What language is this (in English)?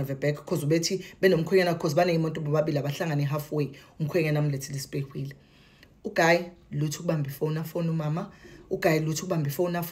Zulu